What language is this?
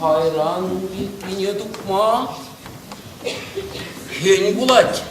Chuvash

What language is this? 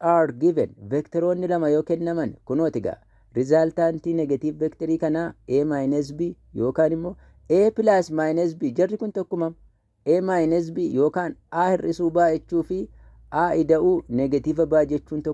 Oromo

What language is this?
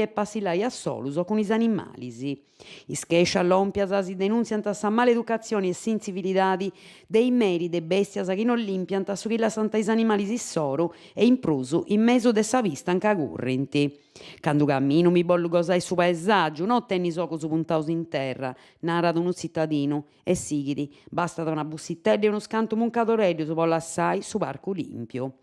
Sardinian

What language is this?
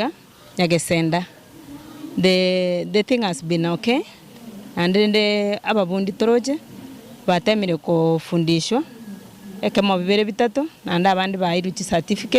Gusii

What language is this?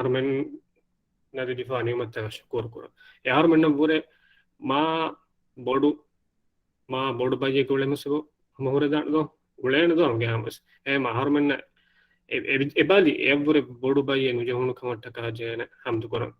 Divehi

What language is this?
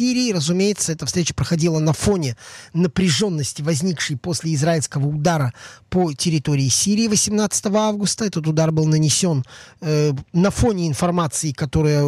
Russian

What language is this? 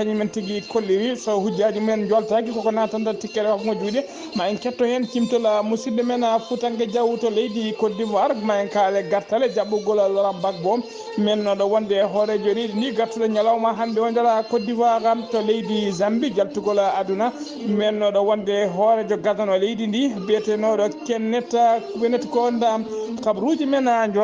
Fula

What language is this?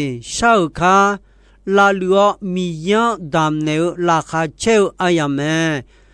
Akha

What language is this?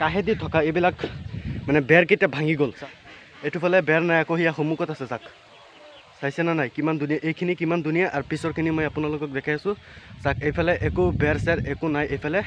Assamese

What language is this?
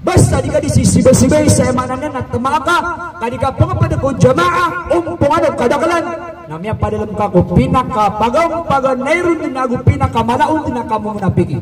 Maranao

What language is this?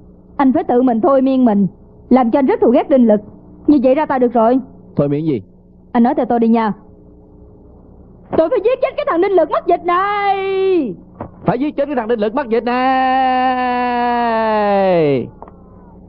Vietnamese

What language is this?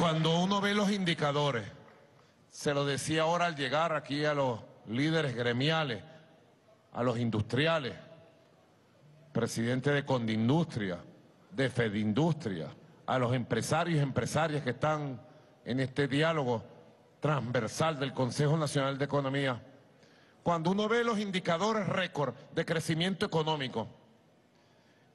Spanish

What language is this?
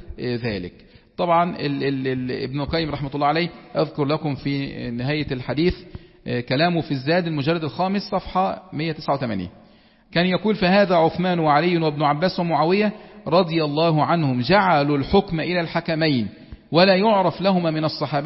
Egyptian Arabic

